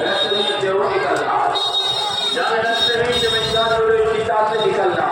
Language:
Maithili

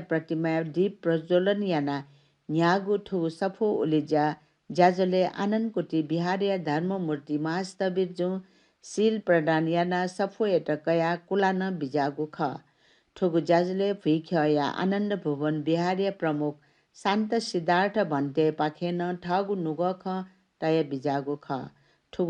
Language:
Newari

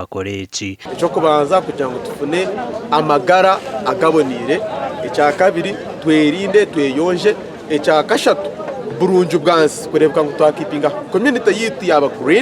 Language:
Nyankole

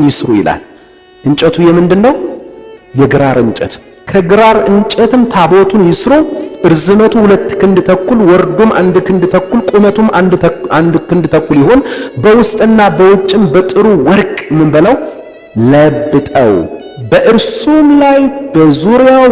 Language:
Amharic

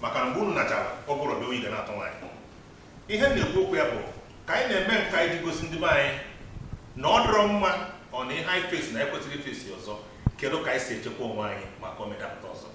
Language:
Igbo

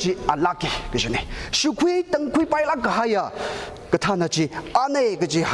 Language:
Tangkhul Naga (India)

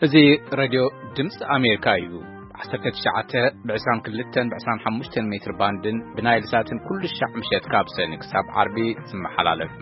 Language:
Tigrinya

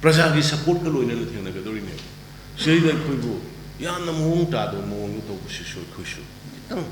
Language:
Manipuri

